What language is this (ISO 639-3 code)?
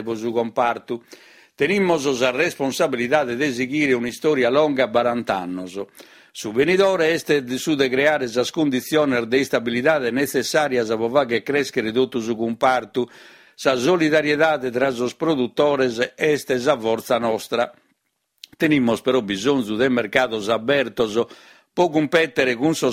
srd